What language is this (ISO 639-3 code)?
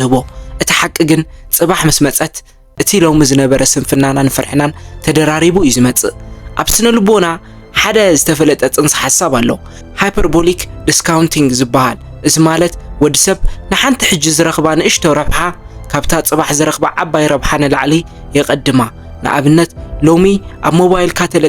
tir